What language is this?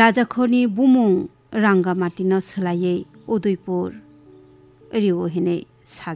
Kok Borok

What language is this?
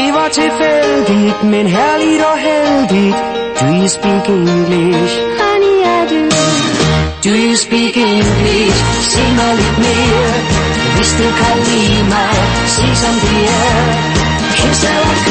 Danish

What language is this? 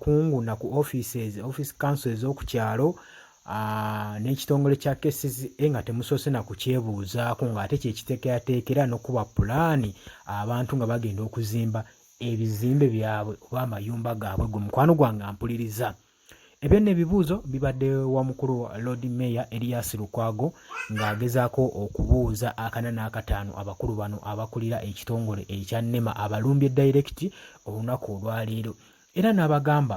Ganda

